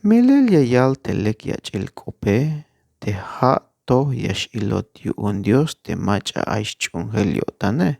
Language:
Tzeltal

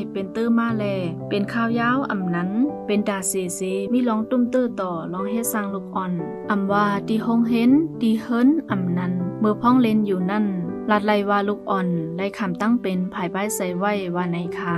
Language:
Shan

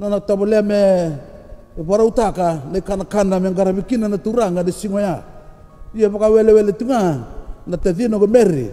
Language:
Fijian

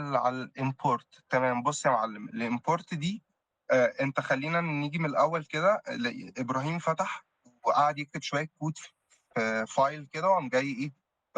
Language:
Egyptian Arabic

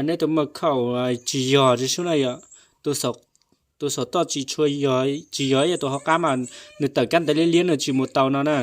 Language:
Hmong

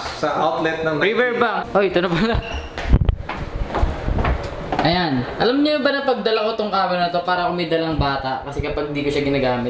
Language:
Filipino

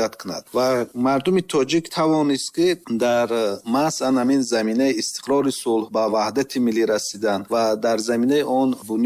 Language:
Tajik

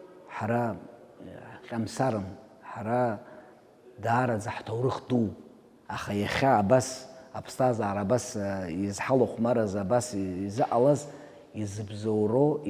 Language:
Abkhazian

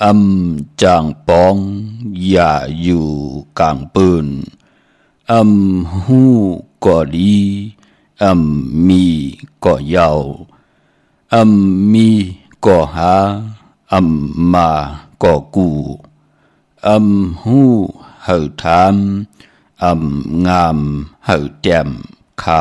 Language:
Shan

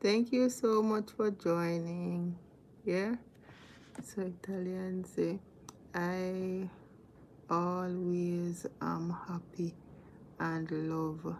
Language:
Jamaican Creole English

